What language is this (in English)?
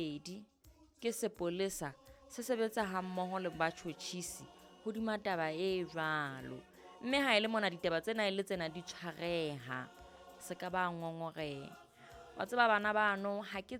Southern Sotho